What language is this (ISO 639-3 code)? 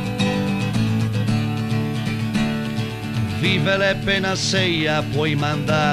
ita